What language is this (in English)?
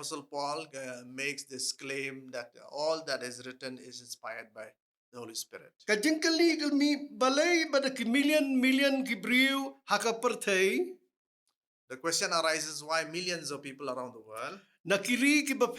Khasi